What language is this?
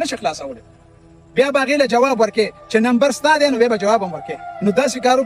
Pashto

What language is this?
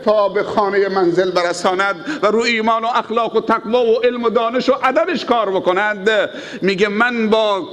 Tajik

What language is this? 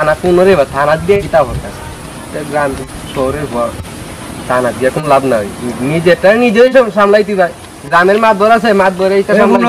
Sylheti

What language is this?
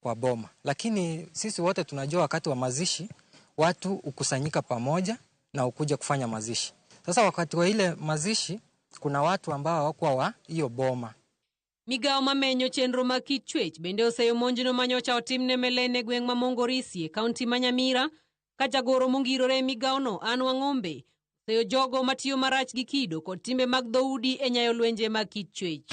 Luo (Kenya and Tanzania)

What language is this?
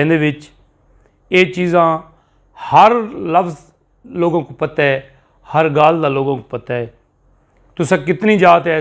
Saraiki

